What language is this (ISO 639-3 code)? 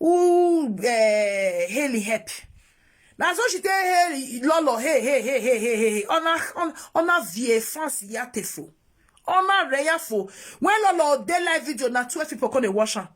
pcm